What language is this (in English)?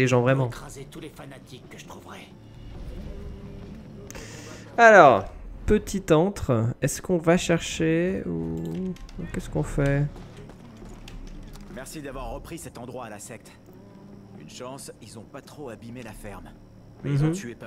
French